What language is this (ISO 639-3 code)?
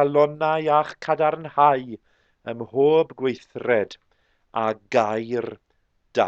cym